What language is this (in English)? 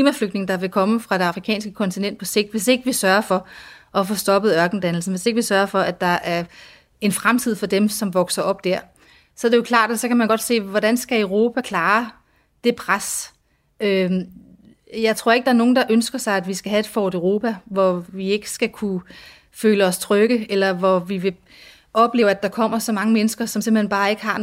Danish